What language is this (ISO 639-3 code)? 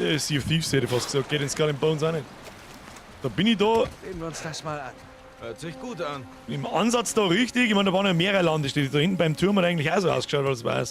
bar